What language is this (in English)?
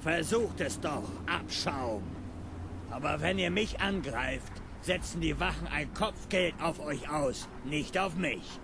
Bavarian